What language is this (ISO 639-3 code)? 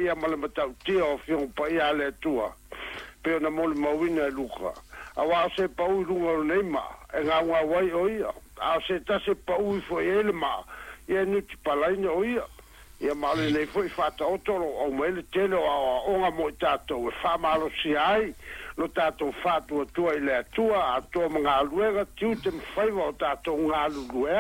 smo